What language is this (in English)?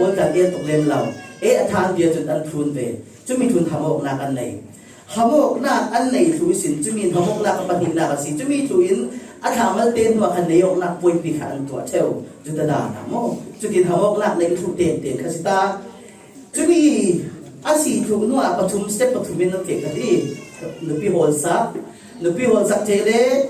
Falam Chin